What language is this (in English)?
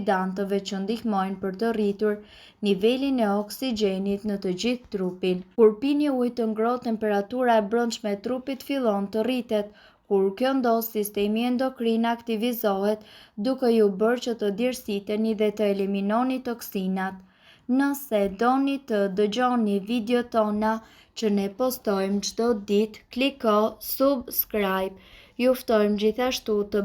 Albanian